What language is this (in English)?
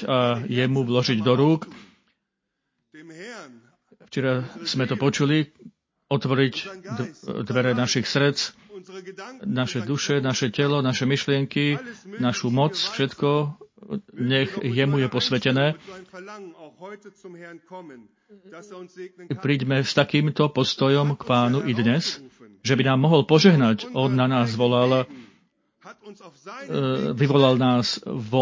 Slovak